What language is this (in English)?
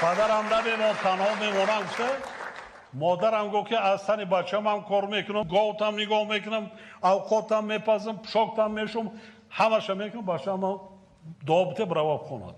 Tajik